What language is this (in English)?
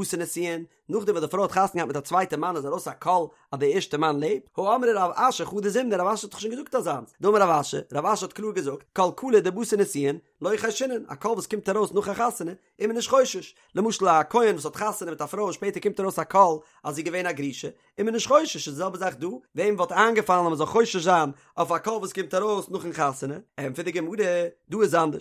Yiddish